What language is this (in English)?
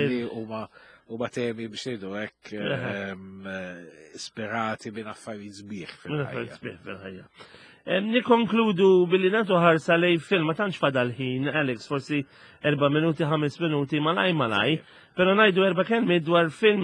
Maltese